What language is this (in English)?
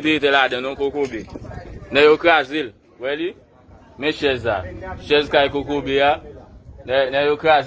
Haitian Creole